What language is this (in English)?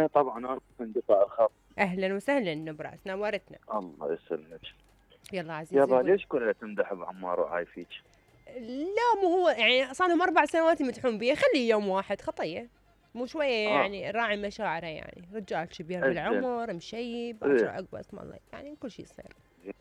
Mesopotamian Arabic